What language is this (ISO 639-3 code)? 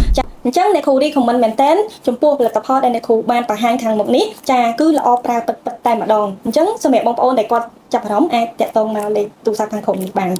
khm